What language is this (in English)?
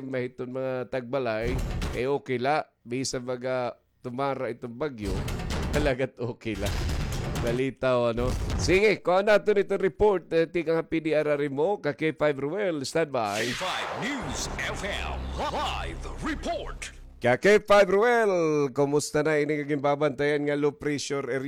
Waray